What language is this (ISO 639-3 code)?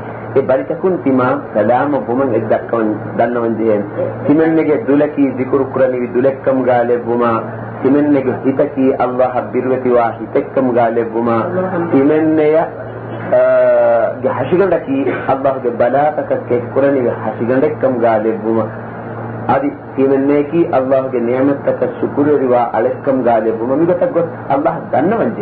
div